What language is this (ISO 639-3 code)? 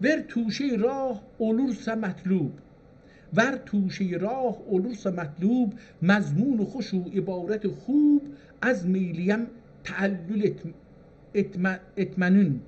azb